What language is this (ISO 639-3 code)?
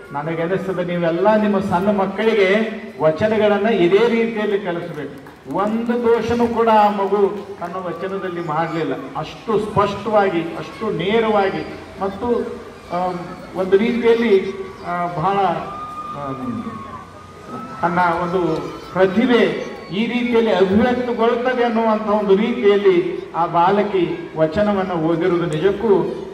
kan